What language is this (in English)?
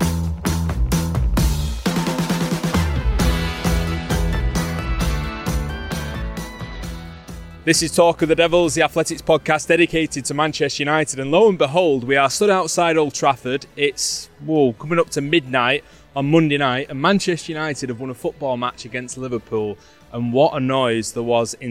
English